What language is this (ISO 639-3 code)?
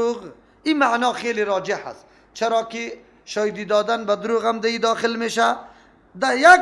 fas